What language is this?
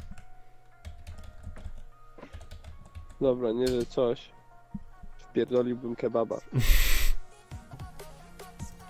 Polish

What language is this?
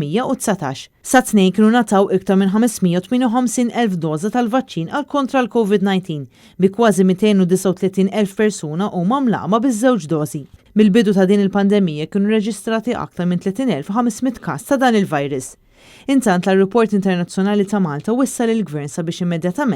Maltese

